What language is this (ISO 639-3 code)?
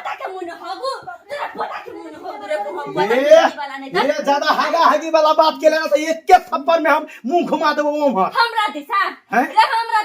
mai